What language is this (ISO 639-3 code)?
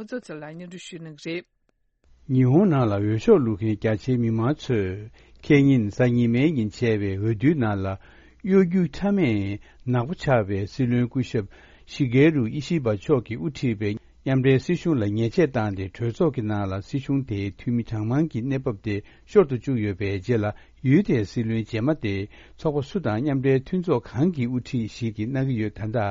bod